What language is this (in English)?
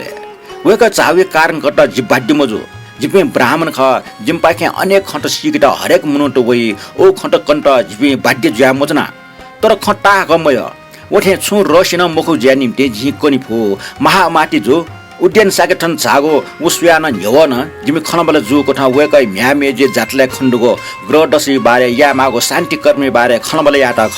Newari